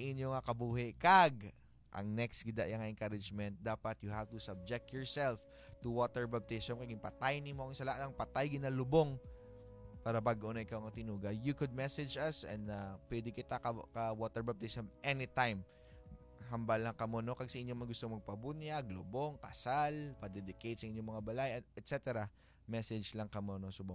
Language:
Hiligaynon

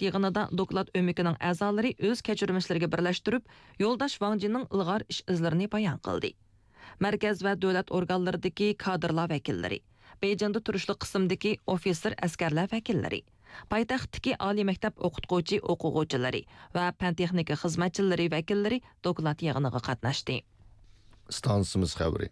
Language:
Uyghur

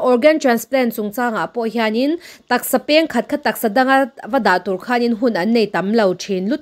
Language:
Mizo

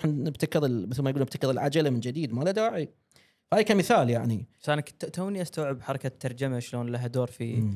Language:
Gulf Arabic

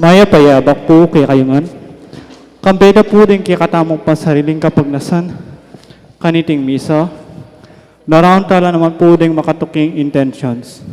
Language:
Pampanga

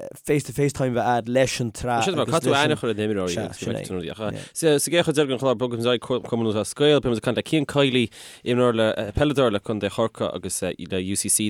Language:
Irish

